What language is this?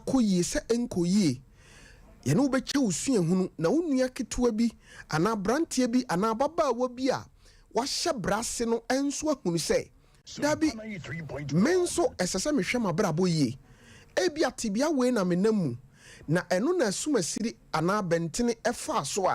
Akan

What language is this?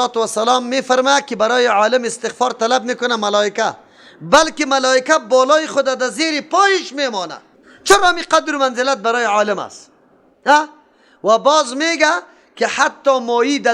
Persian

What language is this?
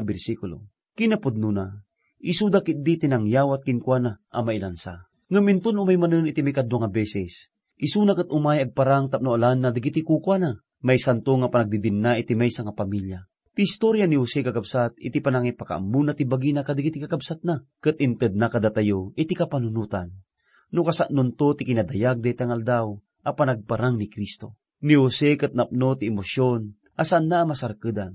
Iloko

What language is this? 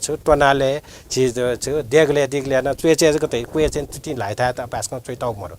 Newari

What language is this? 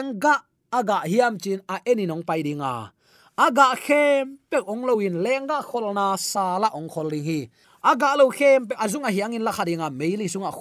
Tedim Chin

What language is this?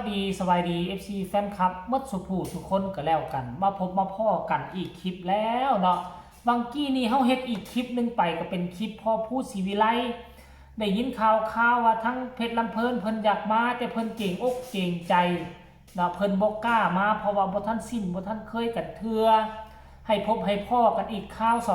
Northeastern Thai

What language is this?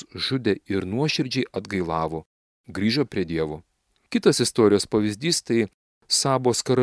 Lithuanian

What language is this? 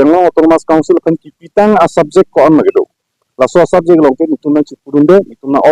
Karbi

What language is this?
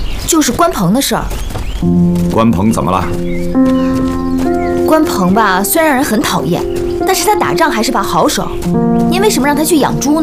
Chinese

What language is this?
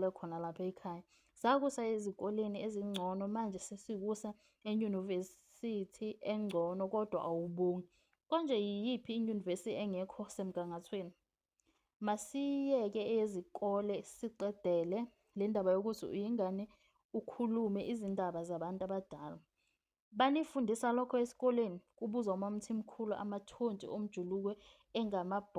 Zulu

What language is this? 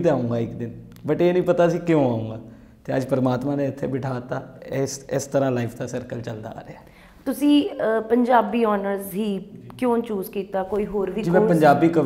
Punjabi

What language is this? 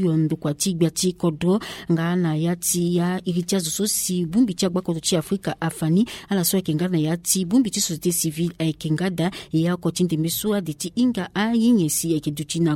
Sango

